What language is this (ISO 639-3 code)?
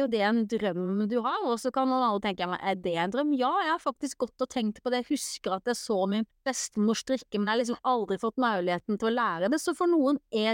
nor